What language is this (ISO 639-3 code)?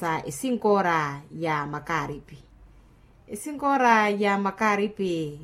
vmw